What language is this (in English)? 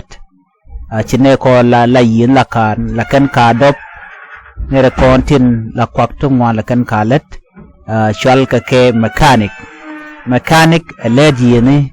Nuer